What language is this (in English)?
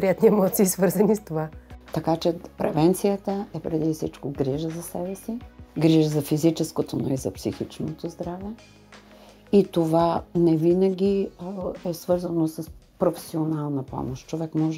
Bulgarian